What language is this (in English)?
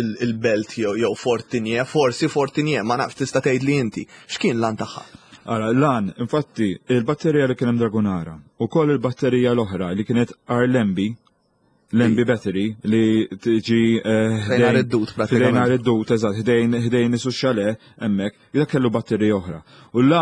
Maltese